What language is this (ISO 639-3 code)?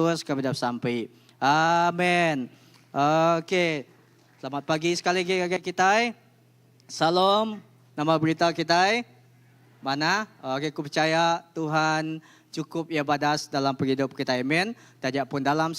iba